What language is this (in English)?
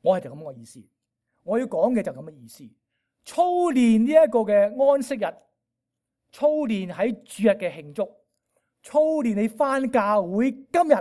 Cantonese